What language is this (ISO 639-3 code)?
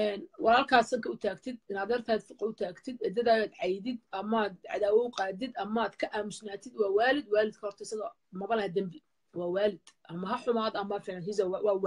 som